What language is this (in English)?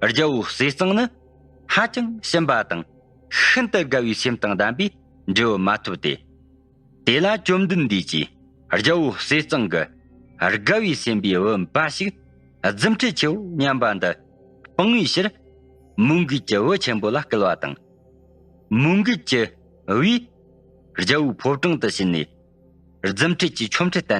Tibetan